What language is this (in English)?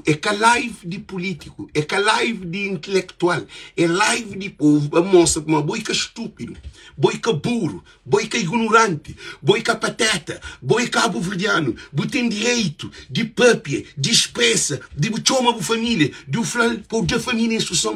Kabuverdianu